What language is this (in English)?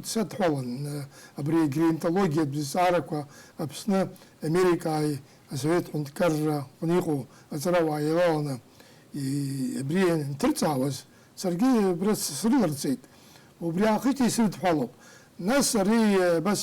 Abkhazian